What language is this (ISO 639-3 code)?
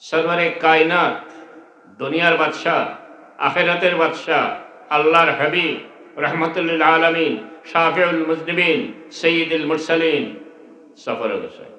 syl